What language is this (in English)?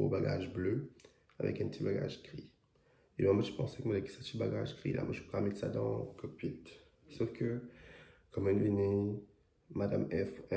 Morisyen